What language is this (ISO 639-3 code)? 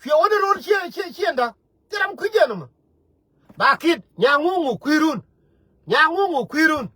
nus